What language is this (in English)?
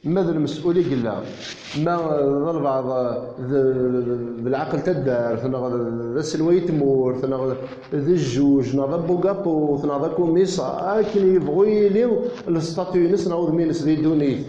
Kabyle